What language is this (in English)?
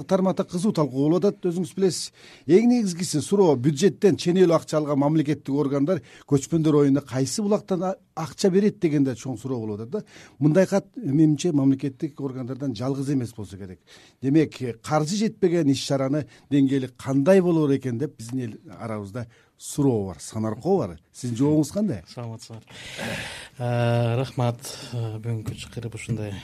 Kyrgyz